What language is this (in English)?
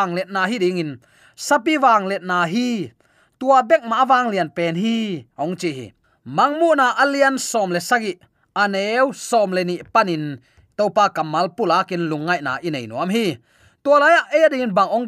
Tedim Chin